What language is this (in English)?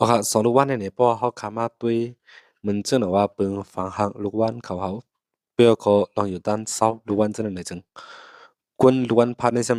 Shan